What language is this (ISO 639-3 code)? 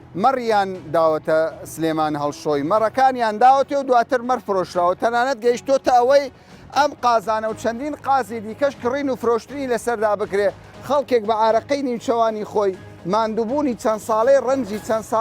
ckb